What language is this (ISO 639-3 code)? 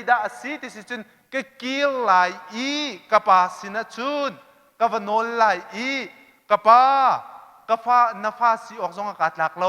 cnh